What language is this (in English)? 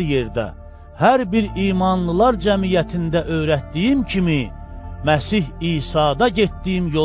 Azerbaijani